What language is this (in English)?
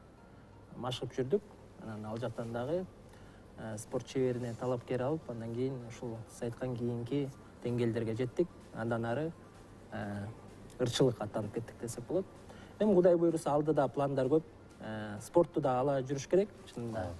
Kyrgyz